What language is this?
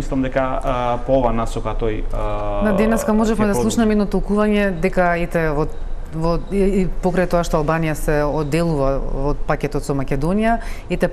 Macedonian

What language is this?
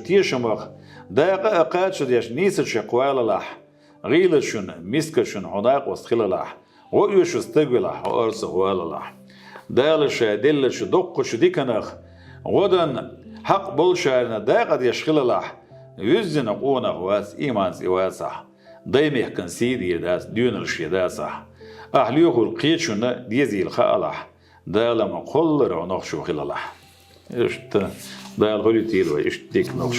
Chechen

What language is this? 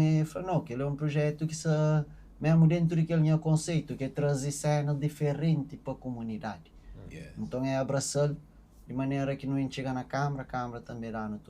Kabuverdianu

